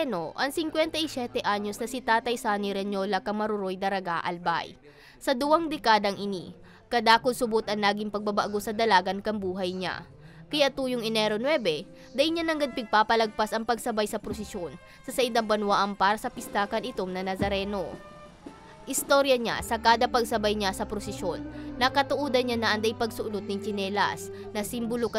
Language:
Bikol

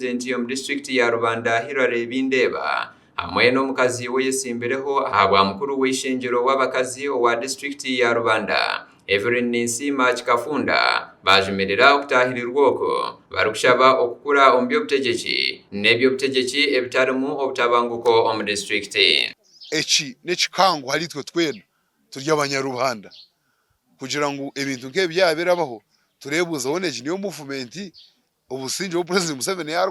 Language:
Nyankole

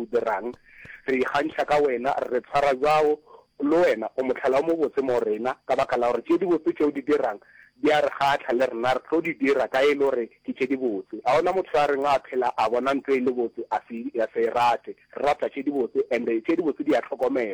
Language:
Northern Sotho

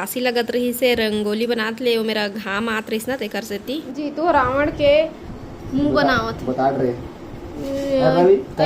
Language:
Chhattisgarhi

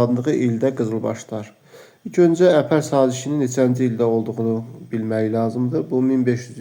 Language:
Azerbaijani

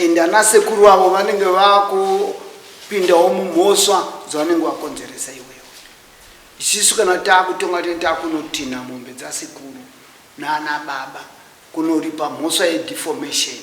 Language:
Shona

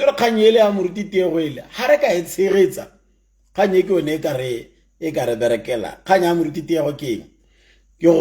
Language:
Tswana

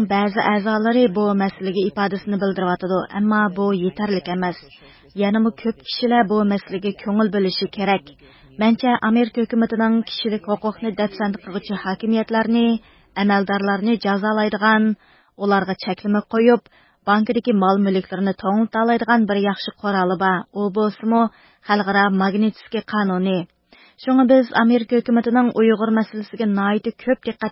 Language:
Uyghur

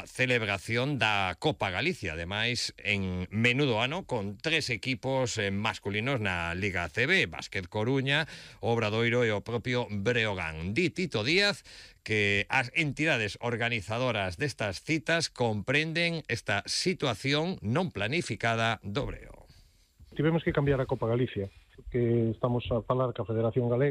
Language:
Galician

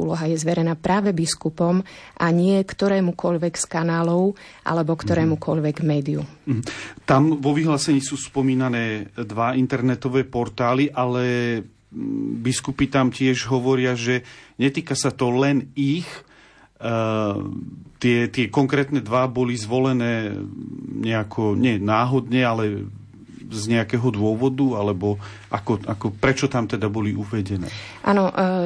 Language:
Slovak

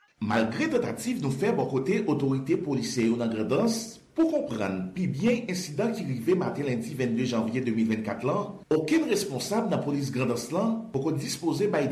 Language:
Haitian Creole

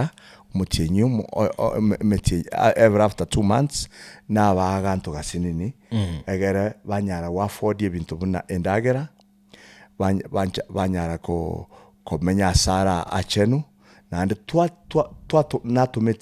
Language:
Gusii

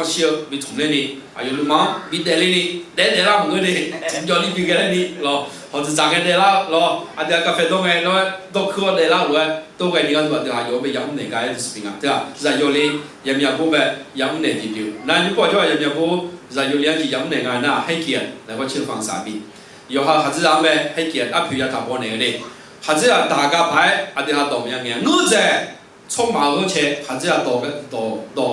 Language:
Akha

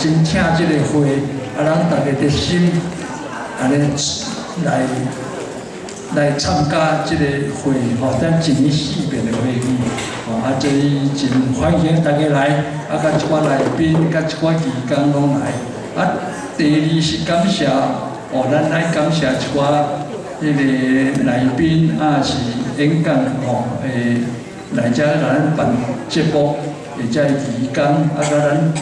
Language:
Min Nan Chinese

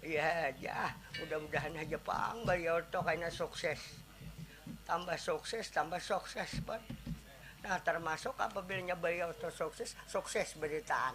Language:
Banjar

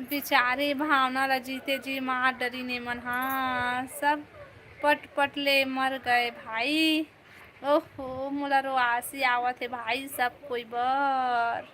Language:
Chhattisgarhi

